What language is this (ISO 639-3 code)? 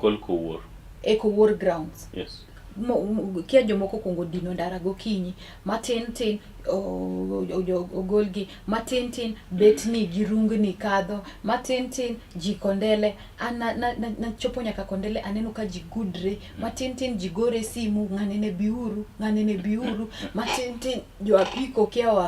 luo